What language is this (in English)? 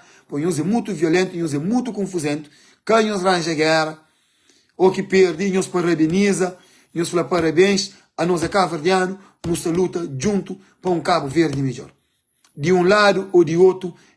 Kabuverdianu